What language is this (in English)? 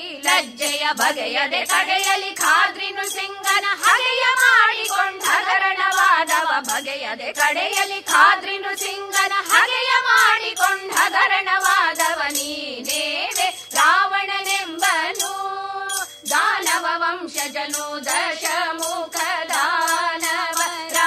Kannada